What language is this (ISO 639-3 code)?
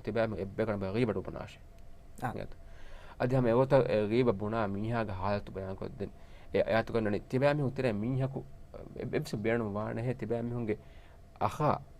div